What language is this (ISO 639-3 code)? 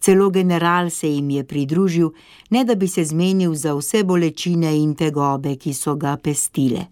slv